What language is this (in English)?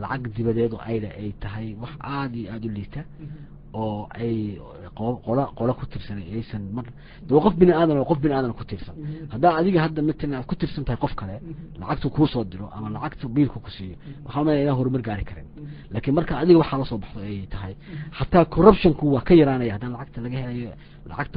Somali